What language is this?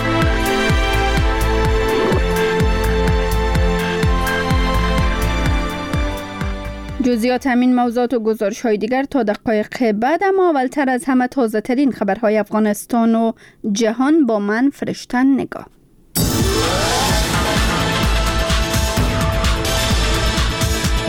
Persian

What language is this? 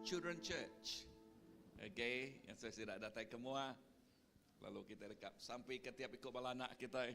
Iban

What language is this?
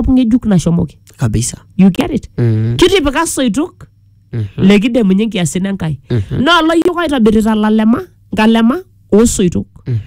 Masai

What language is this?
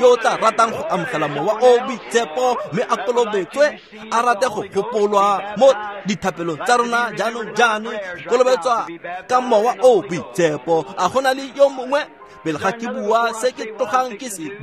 Tswana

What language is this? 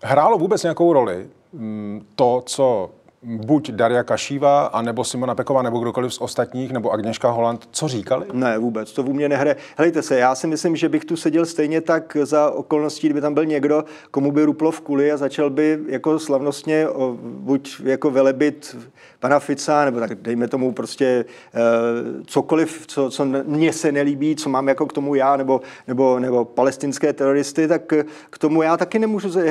Czech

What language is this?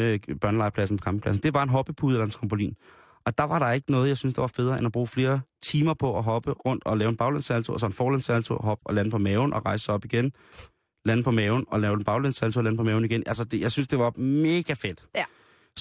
Danish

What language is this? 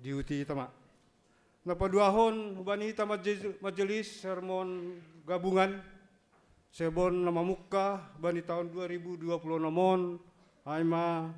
Batak Simalungun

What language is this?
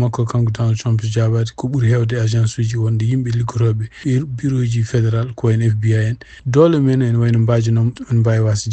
Fula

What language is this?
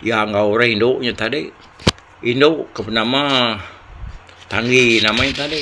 Iban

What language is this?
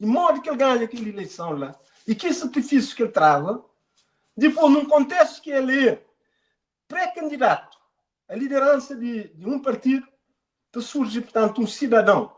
Kabuverdianu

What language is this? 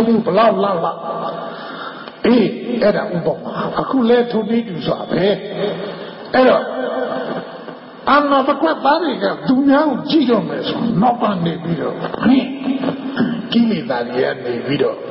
Burmese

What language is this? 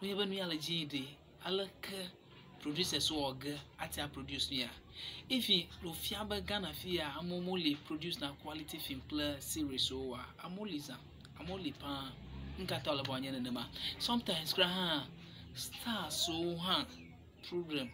Ewe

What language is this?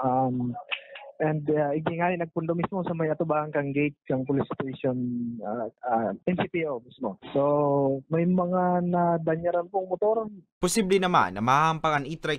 Bikol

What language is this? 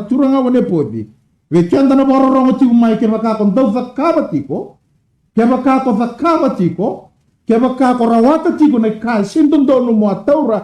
Fijian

